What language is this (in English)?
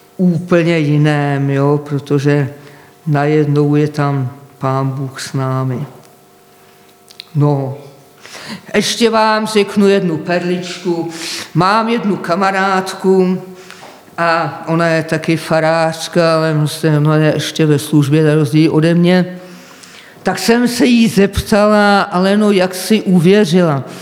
Czech